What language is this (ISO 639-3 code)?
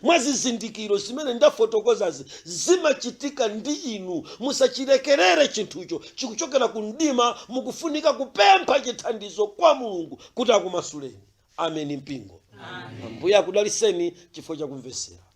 nya